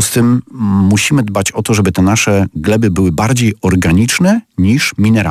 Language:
Polish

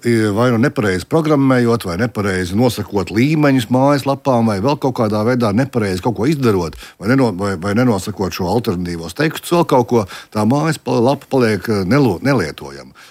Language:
Latvian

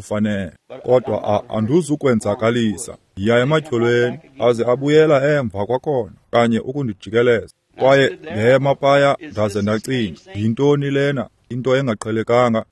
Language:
Xhosa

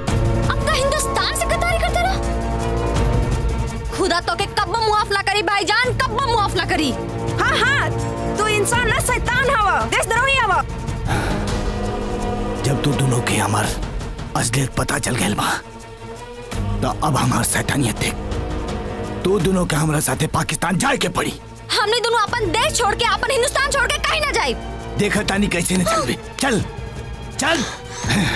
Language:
Bhojpuri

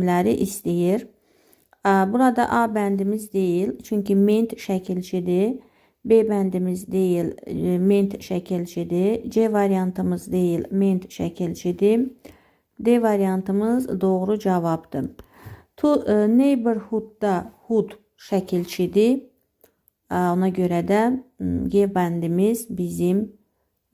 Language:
Azerbaijani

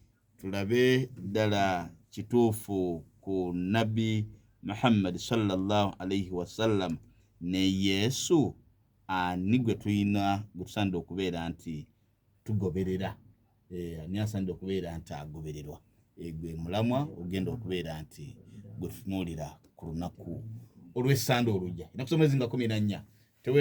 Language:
Ganda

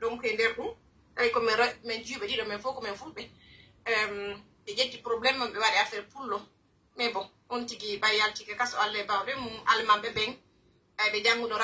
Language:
Pular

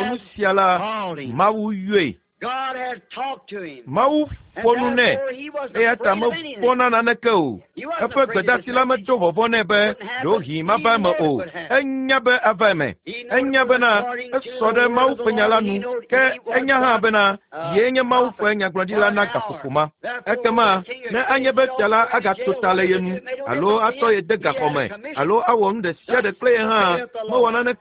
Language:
Ewe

